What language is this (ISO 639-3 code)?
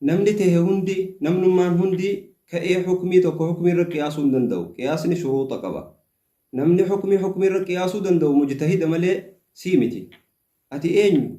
orm